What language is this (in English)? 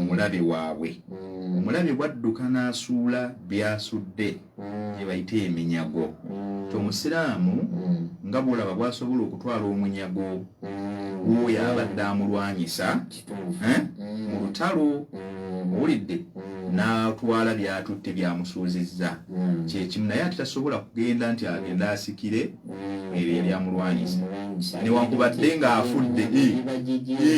Ganda